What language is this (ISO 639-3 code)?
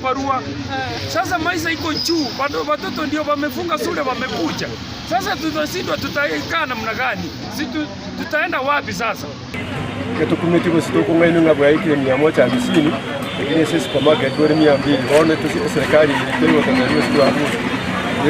guz